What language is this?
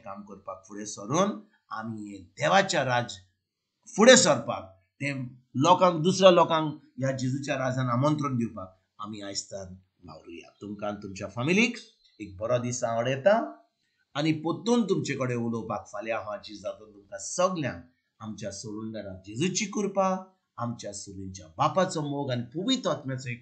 Konkani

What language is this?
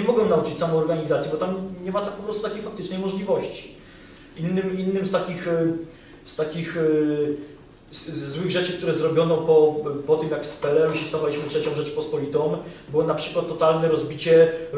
Polish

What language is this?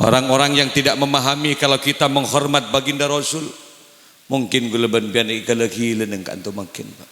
Madurese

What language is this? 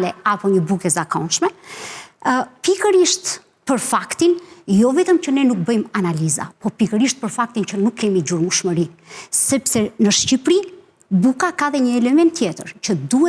Albanian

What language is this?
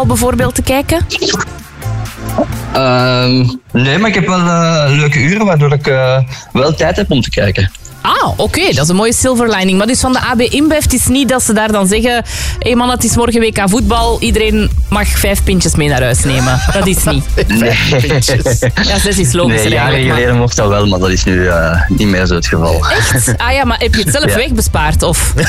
Dutch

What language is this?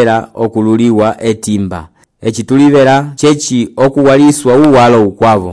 Umbundu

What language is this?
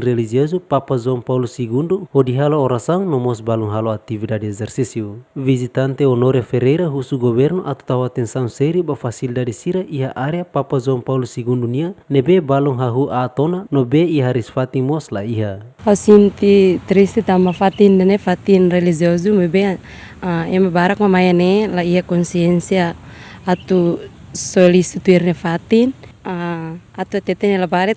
Tetum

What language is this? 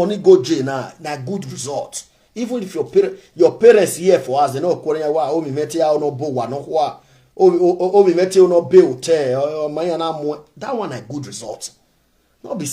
Nigerian Pidgin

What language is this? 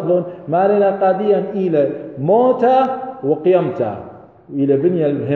Assyrian Neo-Aramaic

